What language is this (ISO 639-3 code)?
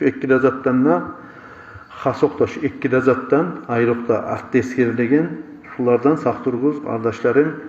kum